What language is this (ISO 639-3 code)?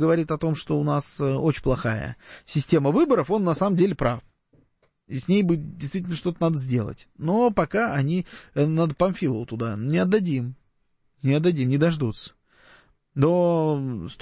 rus